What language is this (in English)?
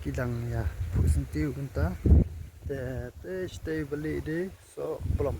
Khasi